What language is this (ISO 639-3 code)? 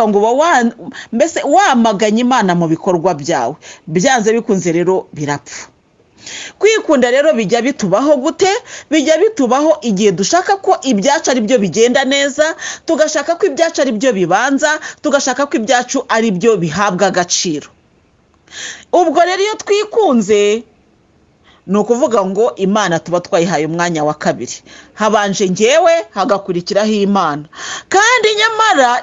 kin